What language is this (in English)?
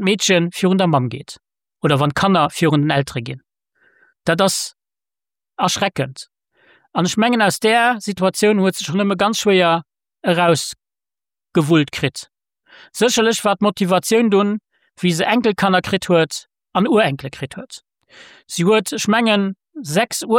Luxembourgish